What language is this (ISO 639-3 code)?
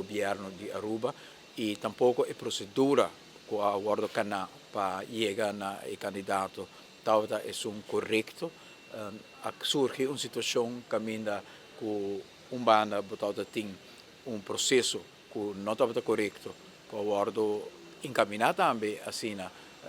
pap